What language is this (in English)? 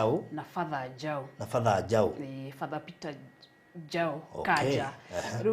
Kikuyu